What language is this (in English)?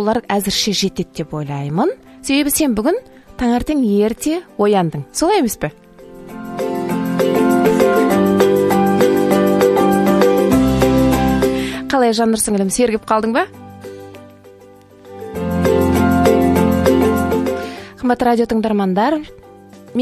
Kazakh